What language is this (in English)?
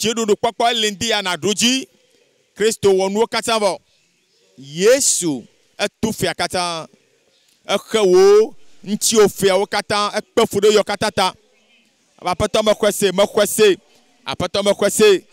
Ewe